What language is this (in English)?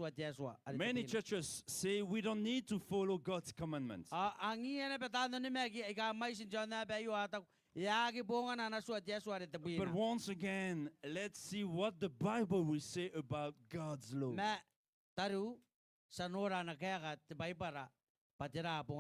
Gilbertese